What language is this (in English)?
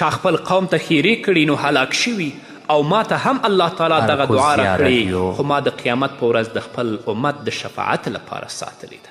Pashto